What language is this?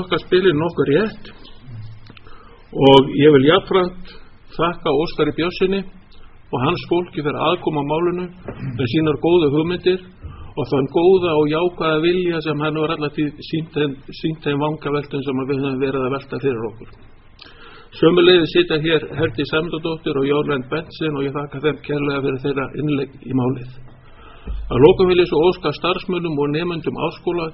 Icelandic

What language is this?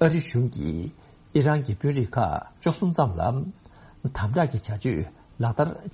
Tibetan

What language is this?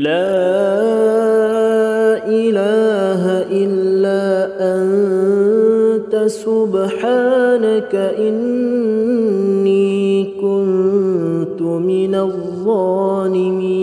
Arabic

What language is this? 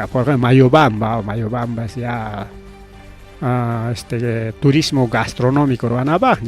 Ayacucho Quechua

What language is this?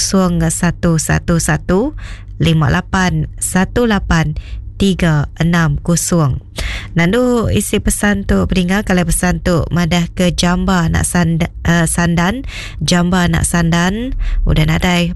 Iban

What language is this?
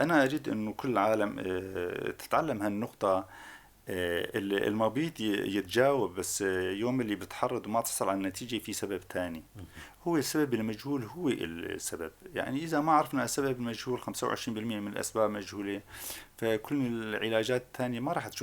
North Levantine Arabic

